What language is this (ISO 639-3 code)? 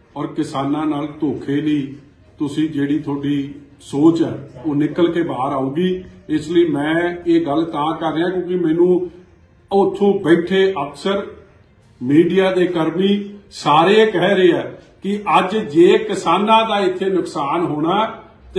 pan